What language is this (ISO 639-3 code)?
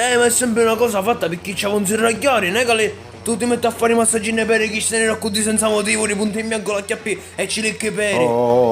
scn